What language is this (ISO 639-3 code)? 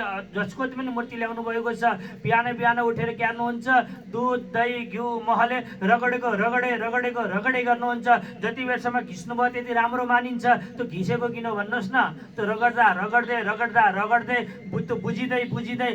nep